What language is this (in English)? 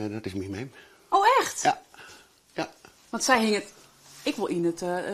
Western Frisian